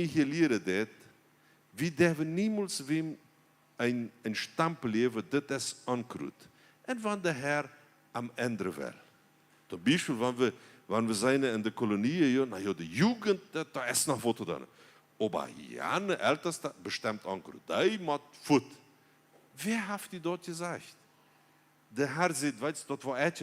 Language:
Plautdietsch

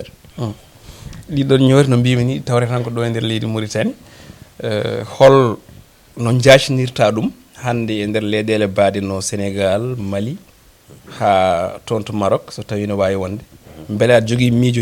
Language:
Fula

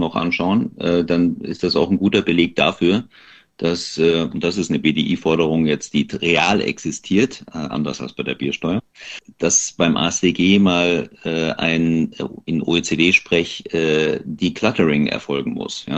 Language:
German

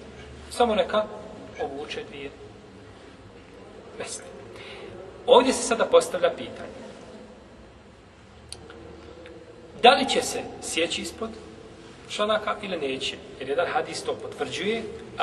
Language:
Bosnian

